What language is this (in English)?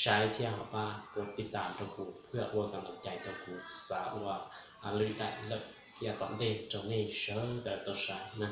Hmong